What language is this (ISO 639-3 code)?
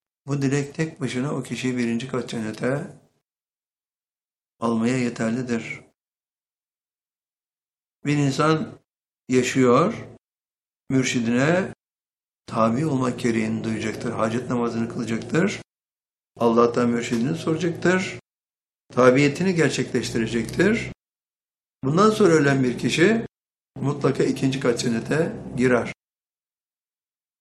tur